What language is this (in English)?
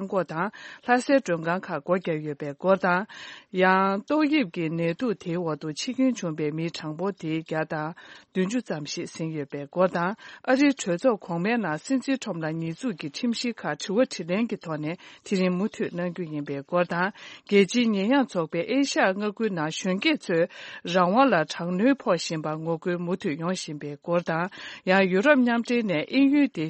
Tibetan